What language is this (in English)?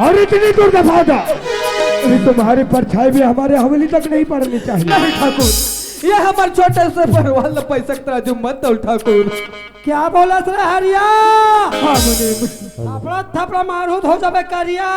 Chhattisgarhi